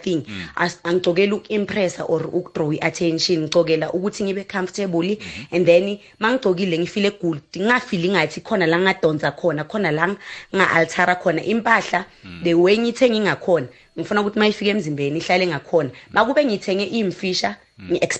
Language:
South Ndebele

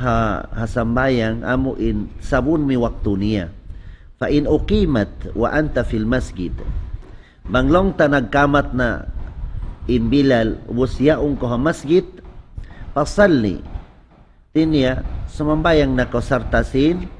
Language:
Tausug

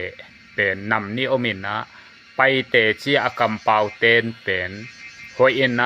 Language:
Tedim Chin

